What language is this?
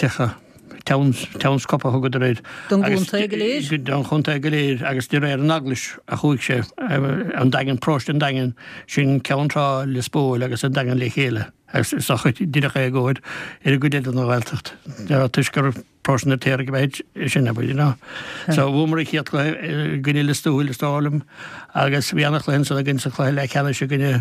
Irish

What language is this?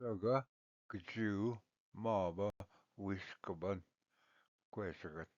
Ojibwa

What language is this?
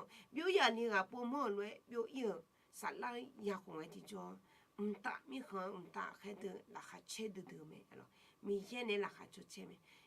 Akha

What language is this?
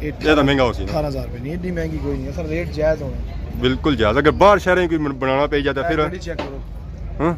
Pahari-Potwari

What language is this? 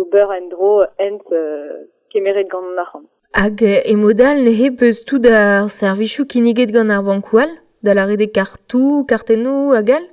Breton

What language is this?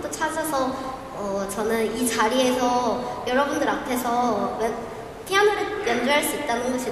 Korean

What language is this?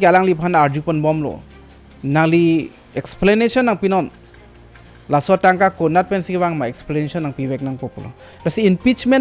Karbi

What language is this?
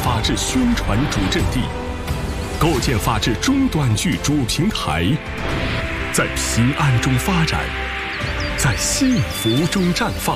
Chinese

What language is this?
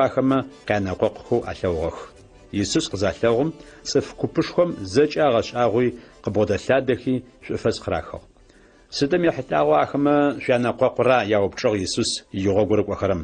Adyghe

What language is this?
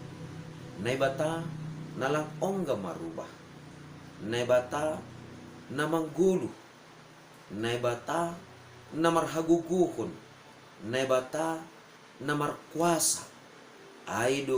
Batak Simalungun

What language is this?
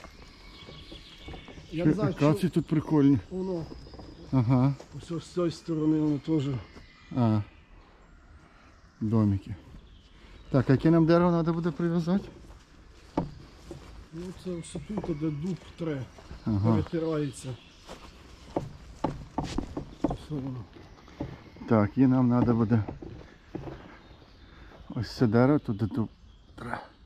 Ukrainian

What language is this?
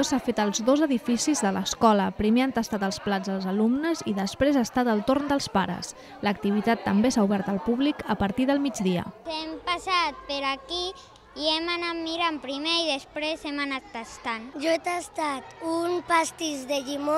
Catalan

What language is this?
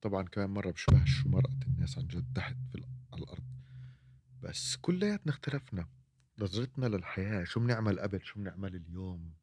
North Levantine Arabic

